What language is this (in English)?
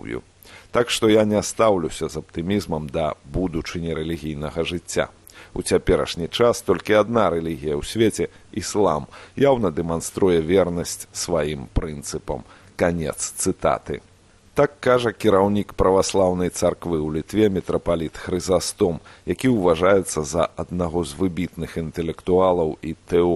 Belarusian